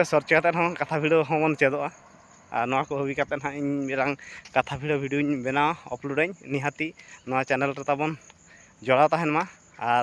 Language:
Santali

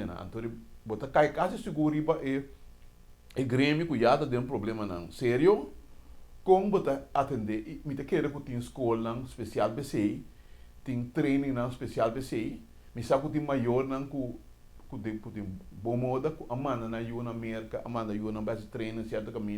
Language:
Papiamento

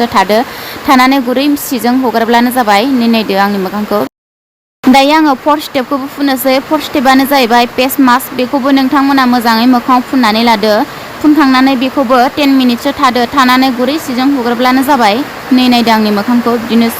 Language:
Bodo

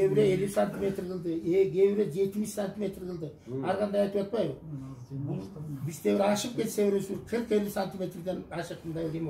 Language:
Kyrgyz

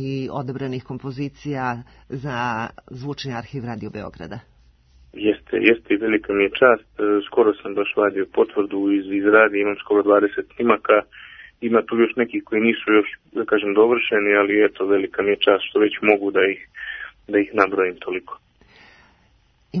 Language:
Serbian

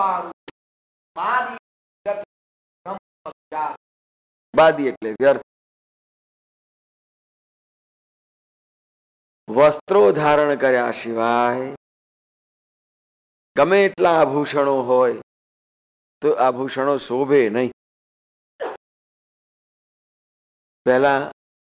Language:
Gujarati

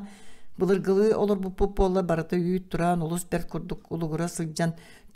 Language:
Yakut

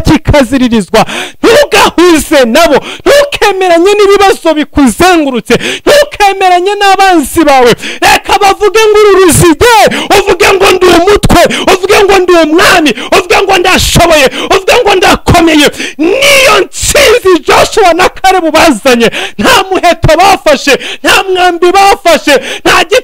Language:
Kinyarwanda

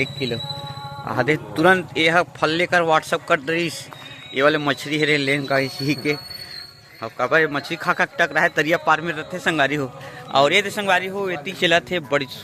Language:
Chhattisgarhi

